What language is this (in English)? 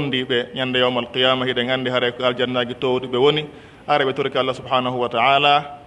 Pular